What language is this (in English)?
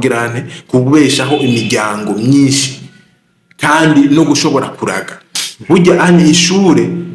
Rundi